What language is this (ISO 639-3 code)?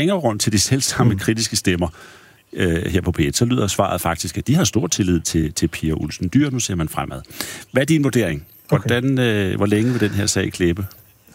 dan